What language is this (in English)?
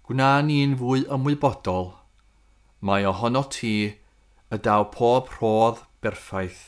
Welsh